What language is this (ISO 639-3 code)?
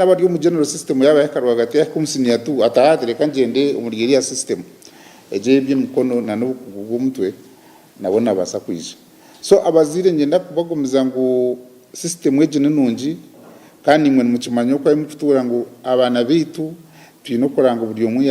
nyn